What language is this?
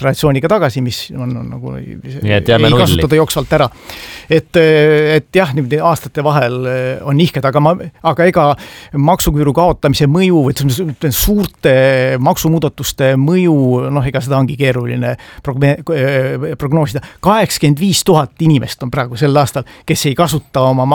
Estonian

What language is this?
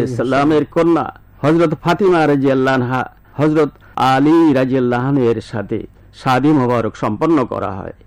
Bangla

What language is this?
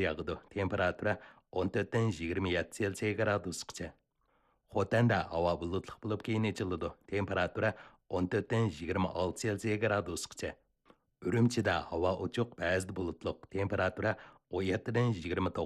Uyghur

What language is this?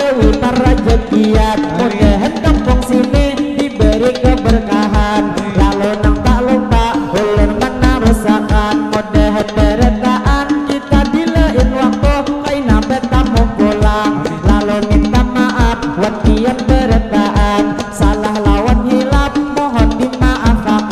Banjar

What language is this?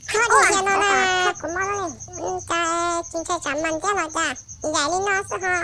Hmong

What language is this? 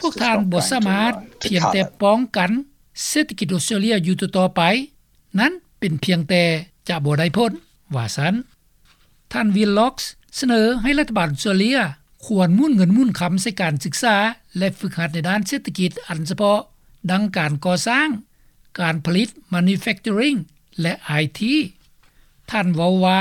Lao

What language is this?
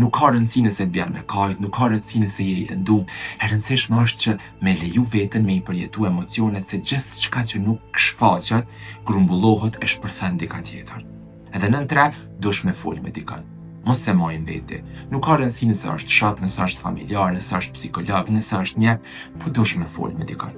Albanian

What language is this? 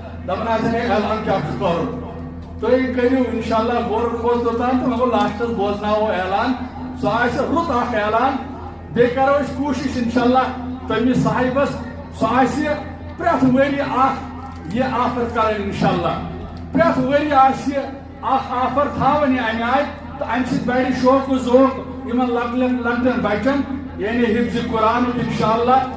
Kashmiri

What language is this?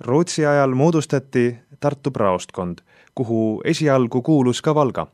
Estonian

